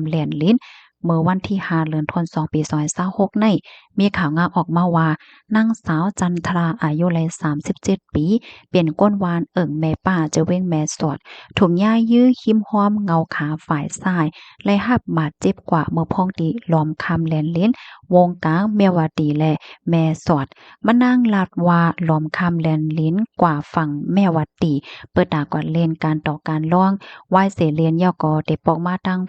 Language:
Shan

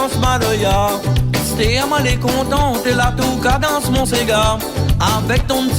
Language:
Réunion Creole French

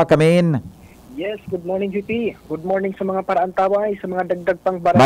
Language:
Bikol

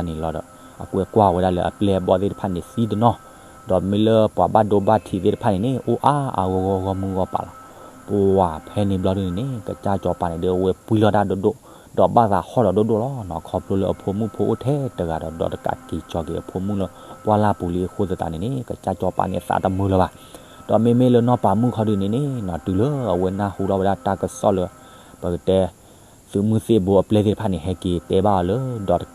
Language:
S'gaw Karen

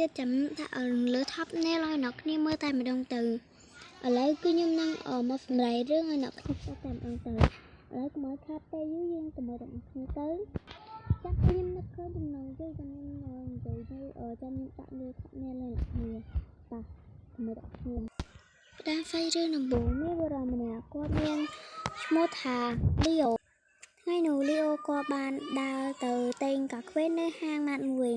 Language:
Khmer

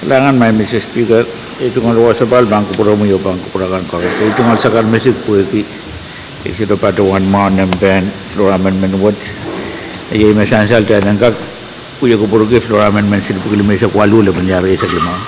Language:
Pohnpeian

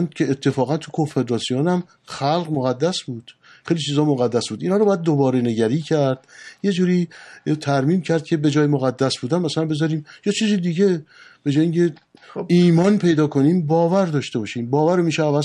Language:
Persian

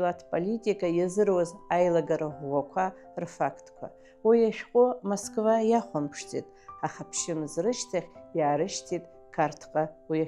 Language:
Abkhazian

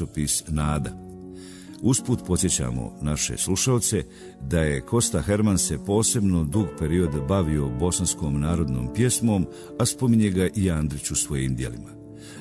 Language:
Bosnian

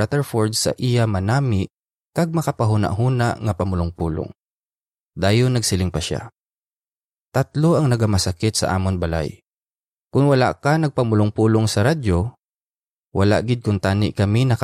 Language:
Hiligaynon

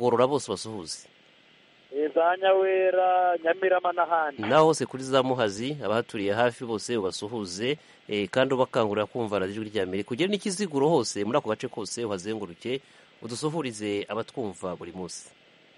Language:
Kinyarwanda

